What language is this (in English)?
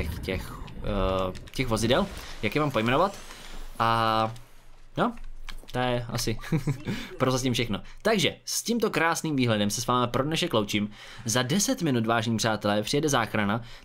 Czech